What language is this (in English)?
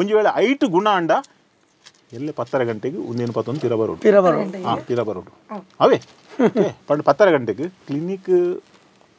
Tulu